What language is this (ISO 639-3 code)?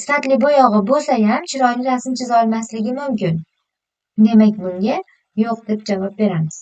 uzb